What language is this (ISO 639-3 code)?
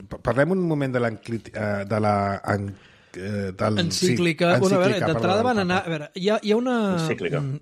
cat